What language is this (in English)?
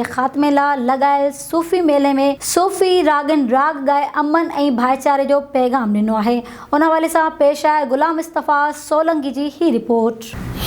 Sindhi